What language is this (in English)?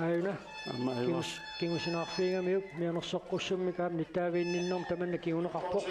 Kalaallisut